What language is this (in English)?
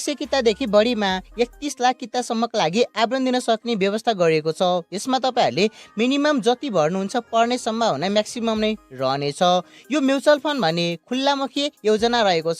Nepali